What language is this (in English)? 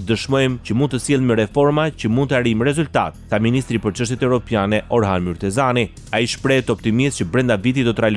Albanian